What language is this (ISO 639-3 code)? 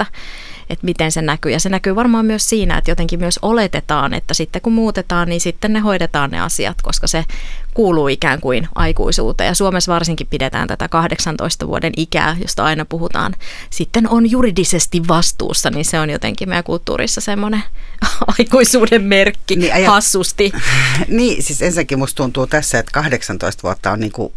fin